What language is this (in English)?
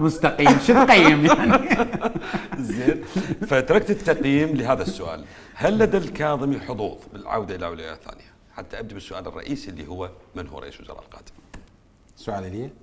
Mesopotamian Arabic